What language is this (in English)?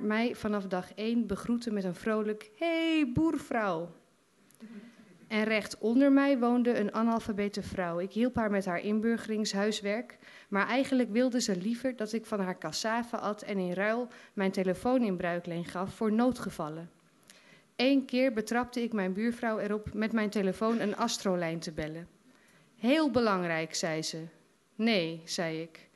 Dutch